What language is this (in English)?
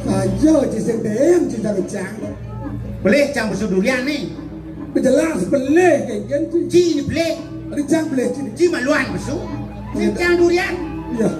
Balinese